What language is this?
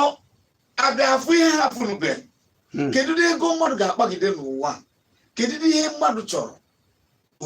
Igbo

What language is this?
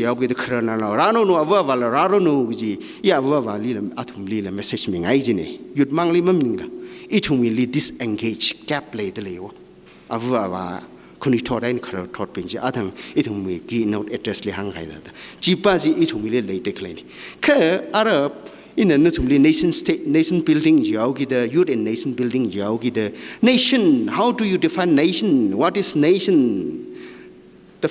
Tangkhul Naga (India)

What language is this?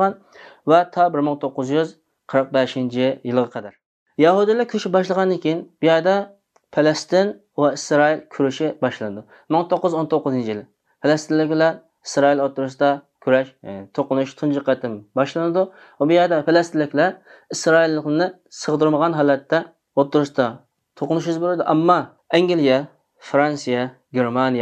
Uyghur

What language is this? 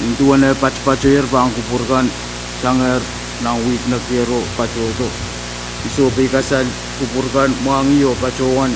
Pohnpeian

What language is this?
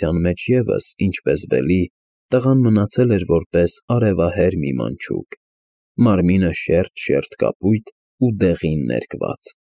Armenian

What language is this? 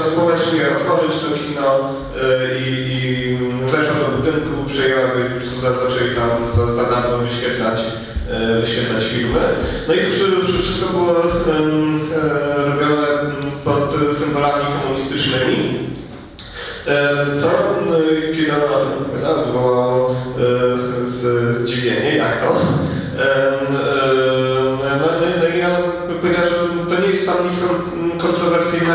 Polish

